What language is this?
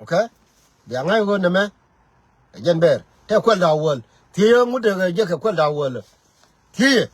Nuer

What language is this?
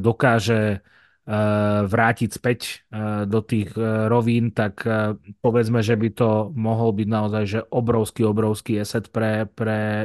Slovak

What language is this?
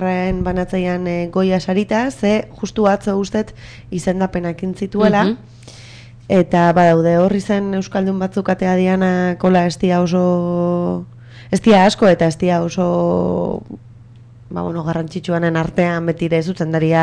Basque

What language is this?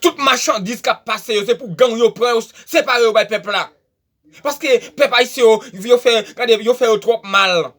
Haitian Creole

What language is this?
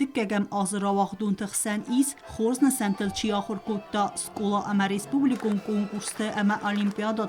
Ossetic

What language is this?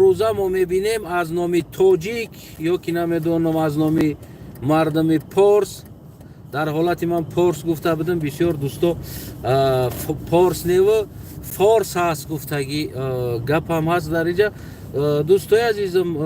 Tajik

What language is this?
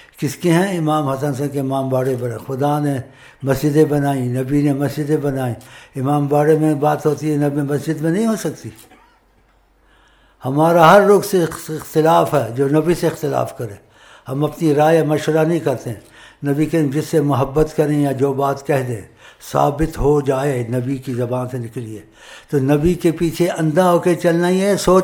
Urdu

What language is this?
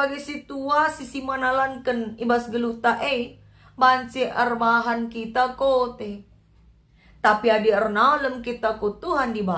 Batak Karo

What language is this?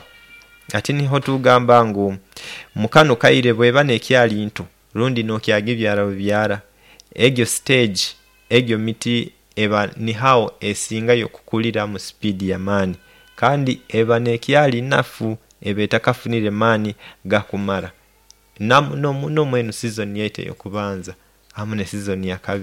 Nyoro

